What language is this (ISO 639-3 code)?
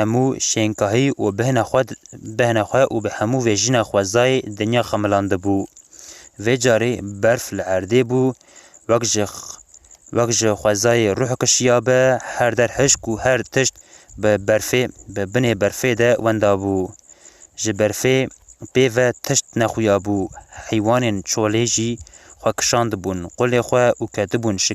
kur